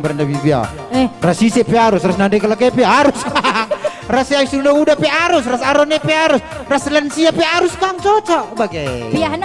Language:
Batak Karo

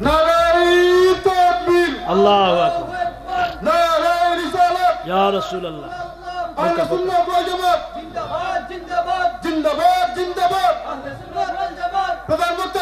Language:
Sylheti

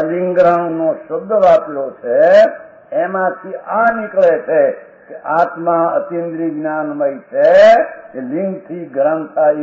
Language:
Gujarati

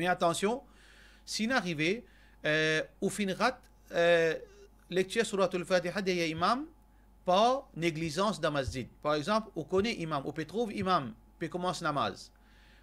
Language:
Morisyen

